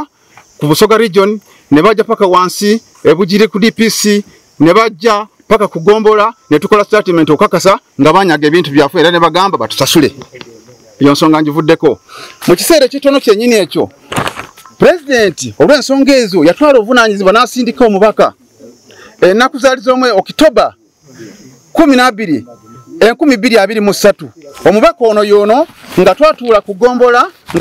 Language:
Ganda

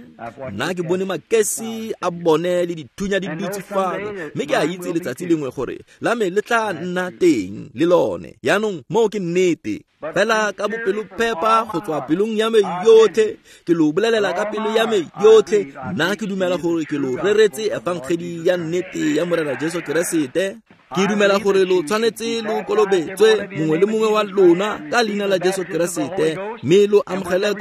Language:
Tswana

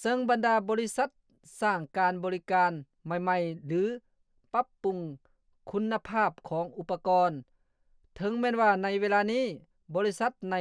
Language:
Lao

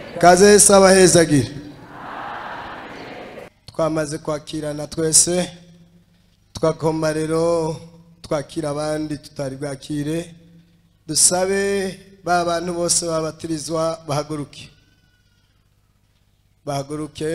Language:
Rundi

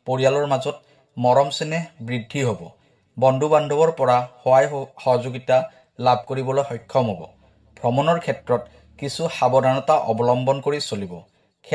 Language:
Assamese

